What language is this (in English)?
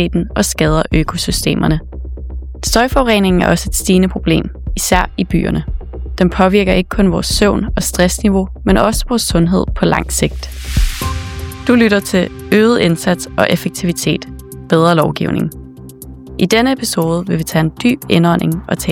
Danish